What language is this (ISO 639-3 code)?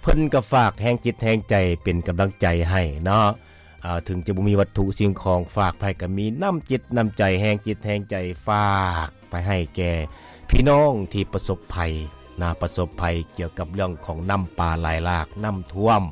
lao